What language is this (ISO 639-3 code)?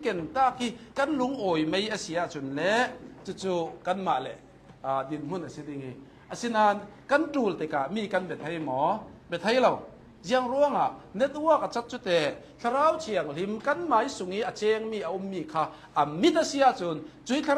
cnh